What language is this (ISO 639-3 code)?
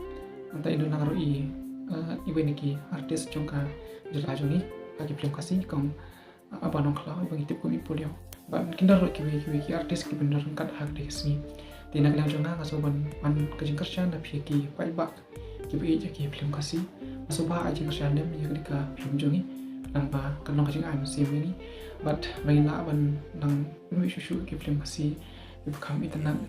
kha